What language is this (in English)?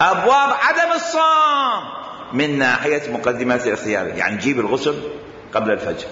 Mesopotamian Arabic